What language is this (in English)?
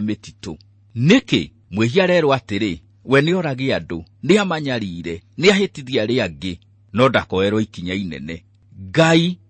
Kikuyu